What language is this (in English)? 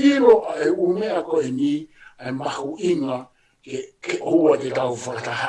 Tongan